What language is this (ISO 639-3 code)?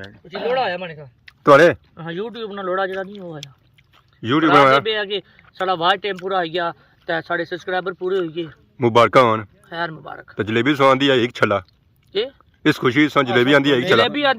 phr